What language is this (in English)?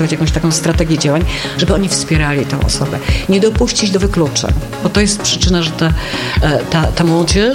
Polish